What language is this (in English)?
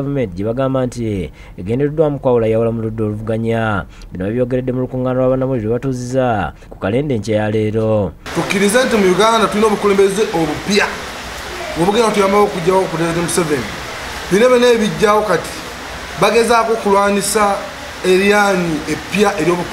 Ganda